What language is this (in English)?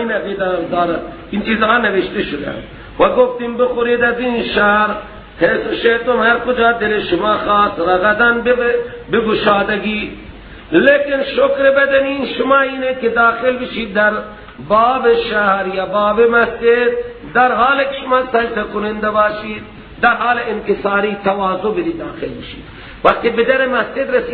Persian